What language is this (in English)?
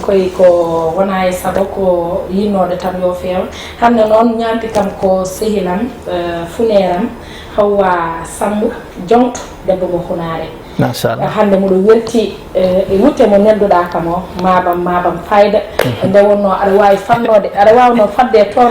Fula